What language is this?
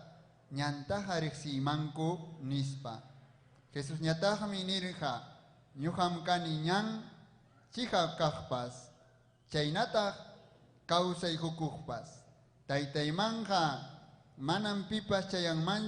Ayacucho Quechua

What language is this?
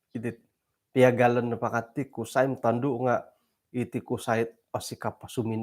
Central Dusun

